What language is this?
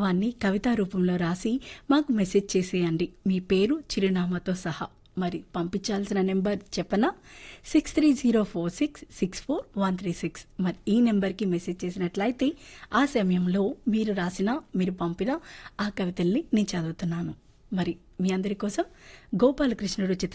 Telugu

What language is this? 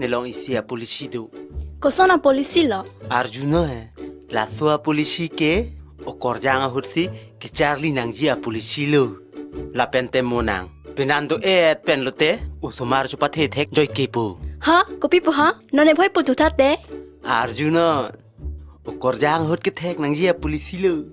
Karbi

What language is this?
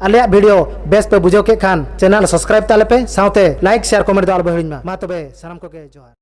Santali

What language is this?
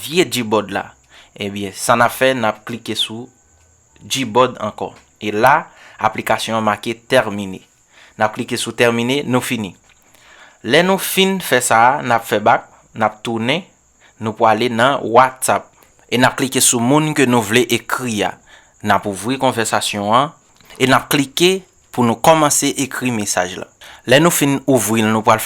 Haitian Creole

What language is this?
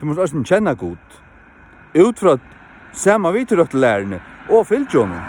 Faroese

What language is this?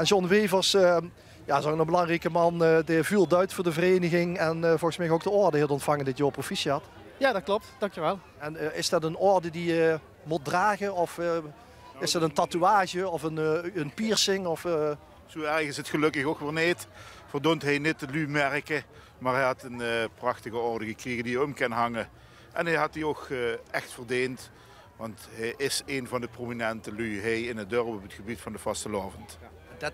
Limburgish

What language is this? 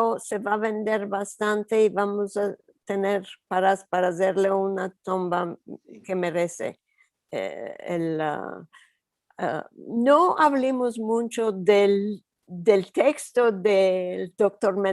Ladino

